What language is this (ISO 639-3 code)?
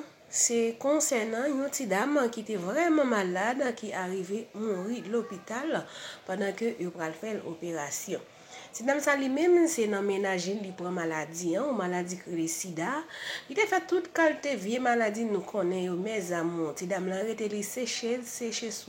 hat